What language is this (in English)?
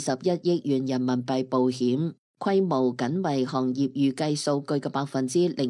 Cantonese